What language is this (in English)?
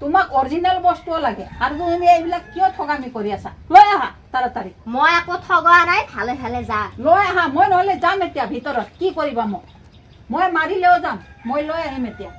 Assamese